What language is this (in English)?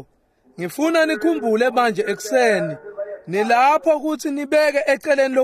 Swati